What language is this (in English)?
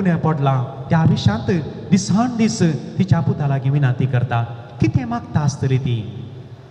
Konkani